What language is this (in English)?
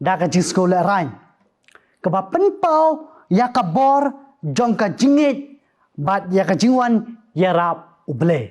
Khasi